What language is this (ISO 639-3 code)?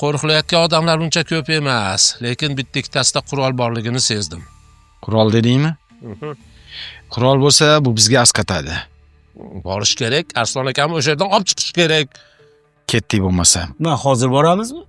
uzb